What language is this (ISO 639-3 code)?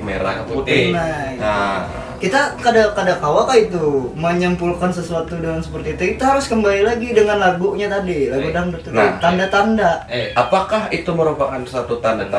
bjn